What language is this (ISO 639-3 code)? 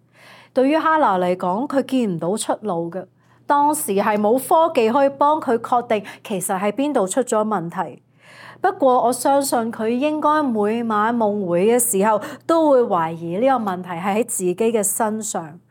yue